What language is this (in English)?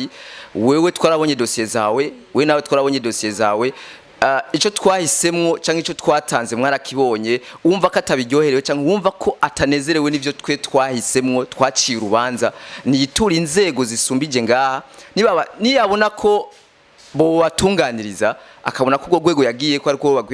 Rundi